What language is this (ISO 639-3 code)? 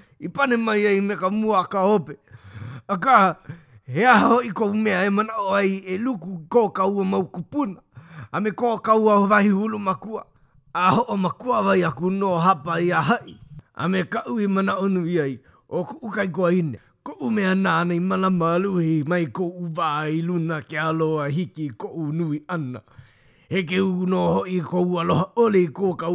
haw